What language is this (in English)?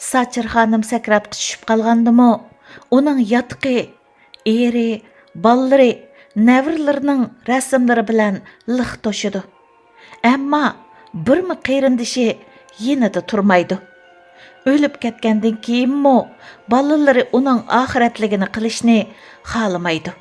Uyghur